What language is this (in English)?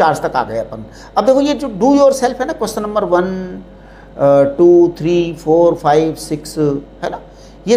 Hindi